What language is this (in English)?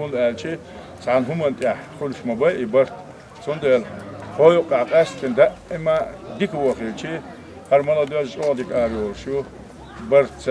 Chechen